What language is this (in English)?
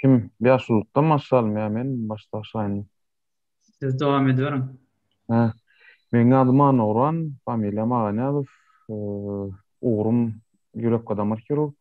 Turkmen